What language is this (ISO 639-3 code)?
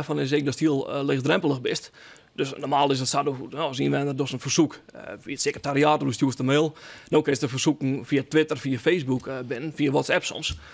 fry